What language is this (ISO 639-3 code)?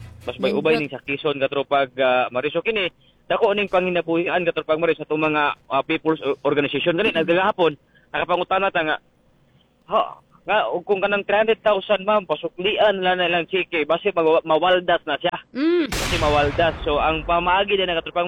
ceb